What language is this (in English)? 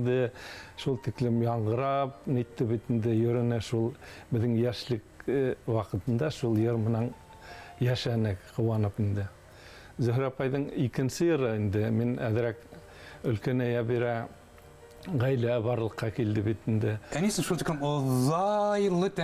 Bashkir